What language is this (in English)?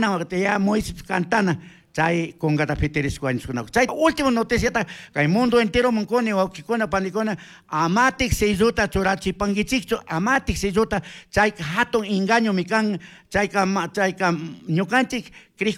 Chimborazo Highland Quichua